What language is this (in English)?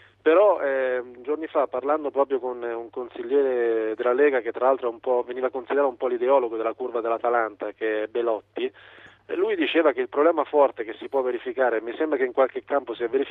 Italian